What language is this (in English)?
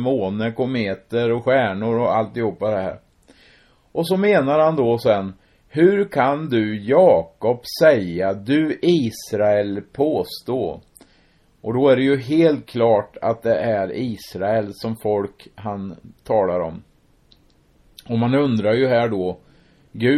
Swedish